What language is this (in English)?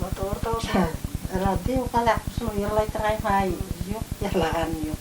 Bashkir